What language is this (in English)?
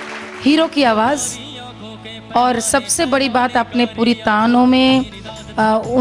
Bhojpuri